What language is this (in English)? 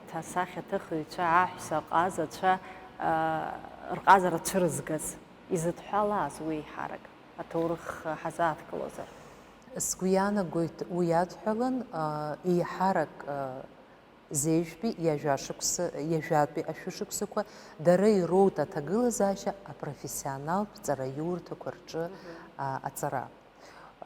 Abkhazian